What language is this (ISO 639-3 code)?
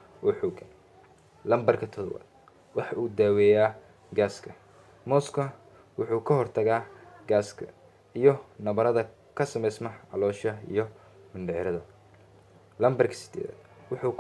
som